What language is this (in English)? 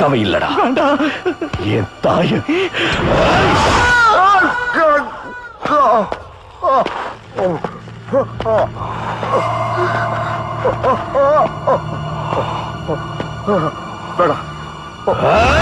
Tamil